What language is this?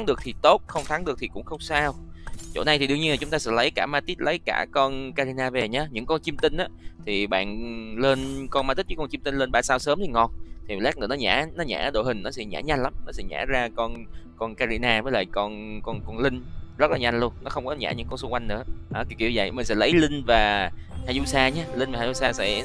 Vietnamese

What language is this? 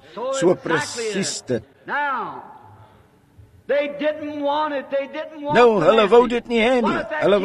Afrikaans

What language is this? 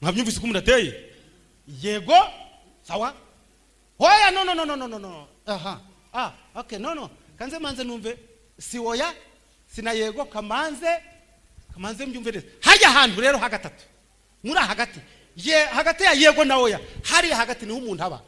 Kinyarwanda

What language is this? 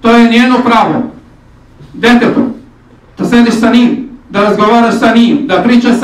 Bosnian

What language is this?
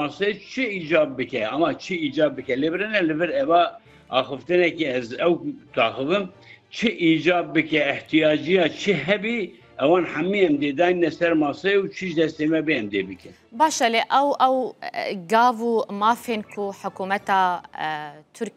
Kurdish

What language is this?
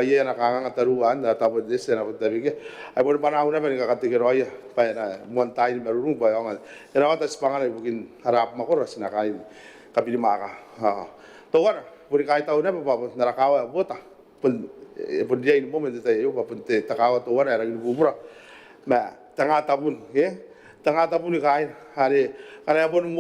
Gilbertese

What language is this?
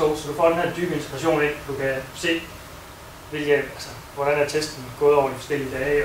Danish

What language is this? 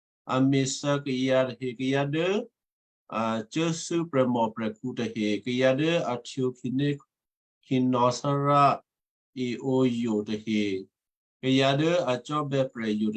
Western Kayah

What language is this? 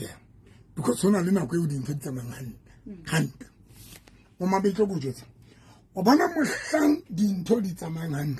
Southern Sotho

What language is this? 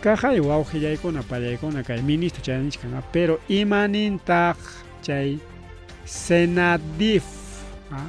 Ayacucho Quechua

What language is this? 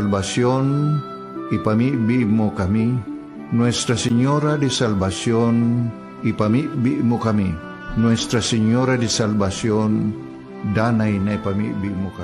Bikol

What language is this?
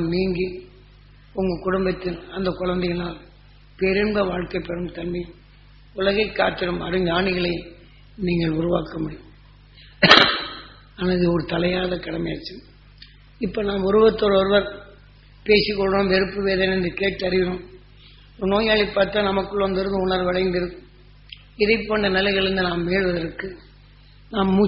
Tamil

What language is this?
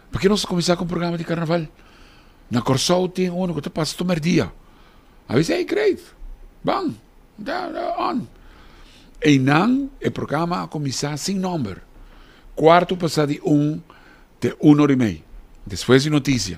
Papiamento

